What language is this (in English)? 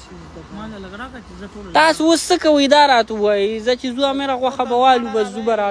Pashto